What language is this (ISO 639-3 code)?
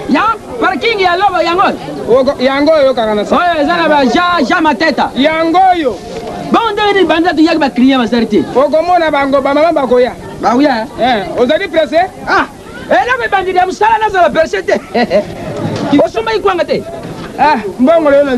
lin